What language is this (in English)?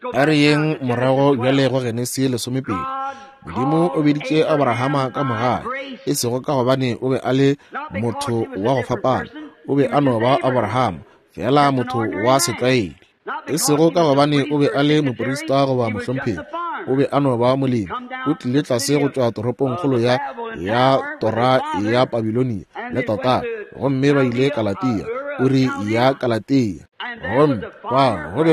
Northern Sotho